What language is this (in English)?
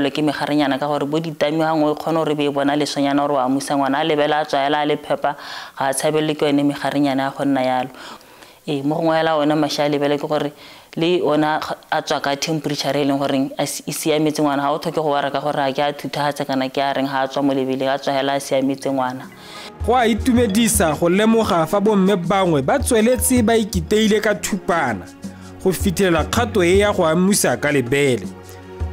Tswana